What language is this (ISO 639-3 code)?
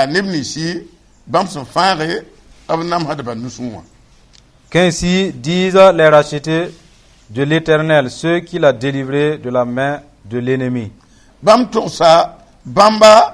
mos